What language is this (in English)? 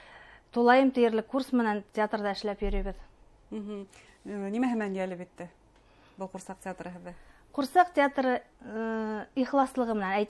Bashkir